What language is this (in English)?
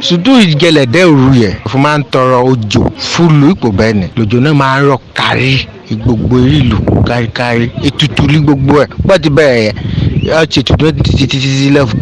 Yoruba